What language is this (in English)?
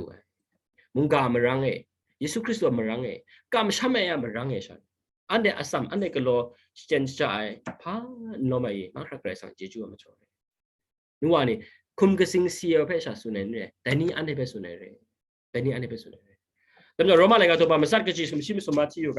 Kachin